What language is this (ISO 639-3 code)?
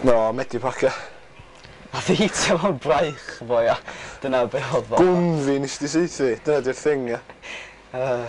cym